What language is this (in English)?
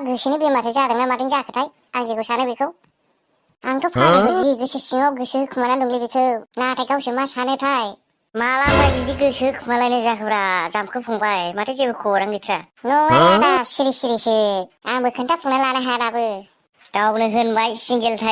Bodo